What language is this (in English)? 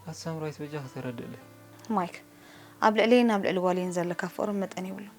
Tigrinya